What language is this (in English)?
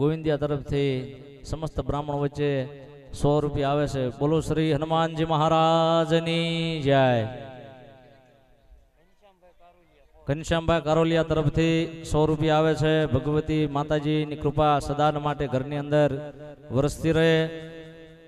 Gujarati